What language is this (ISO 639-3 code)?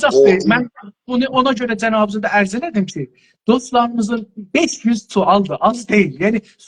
azb